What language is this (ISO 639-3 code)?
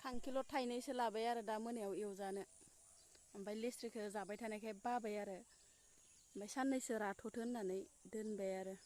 brx